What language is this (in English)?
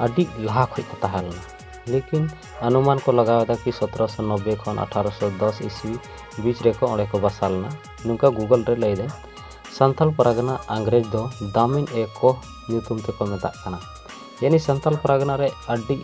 Santali